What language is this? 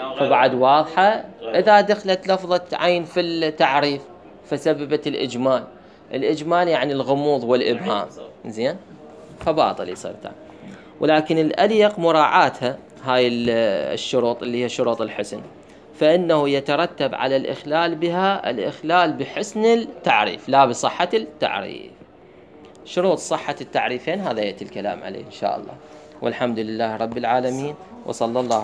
Mesopotamian Arabic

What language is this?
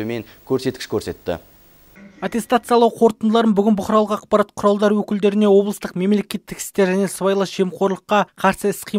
Kazakh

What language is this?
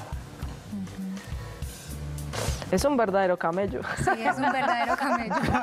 Spanish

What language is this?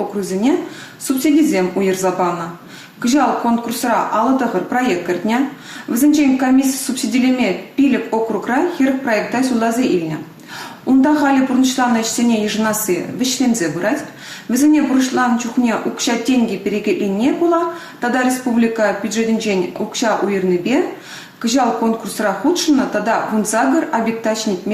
Chuvash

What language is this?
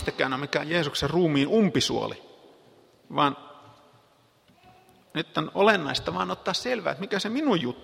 Finnish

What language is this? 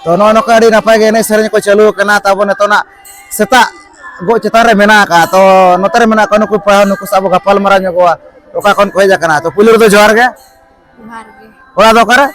Santali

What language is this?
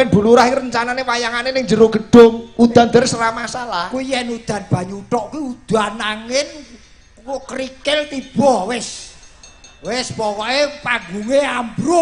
Javanese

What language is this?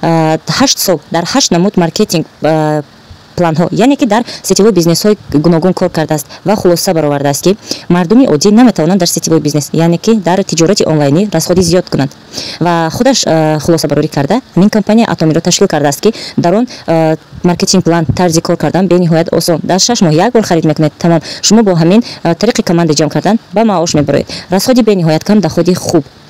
Tajik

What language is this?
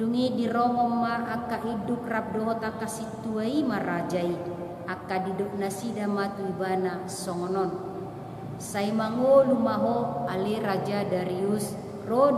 Batak Toba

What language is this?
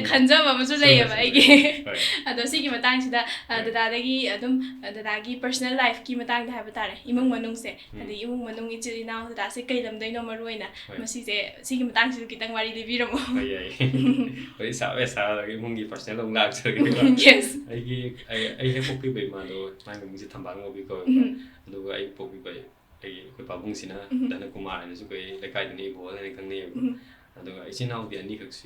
Manipuri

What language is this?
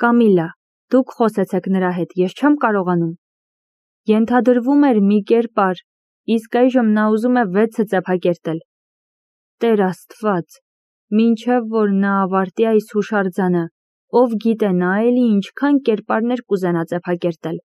Armenian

